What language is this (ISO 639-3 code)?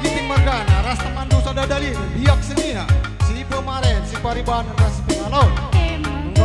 btx